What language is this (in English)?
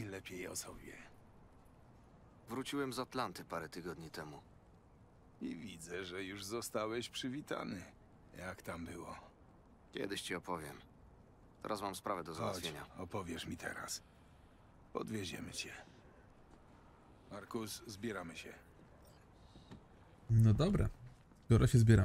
Polish